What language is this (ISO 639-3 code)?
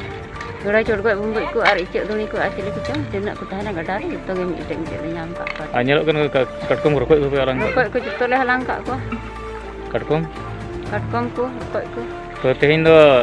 sat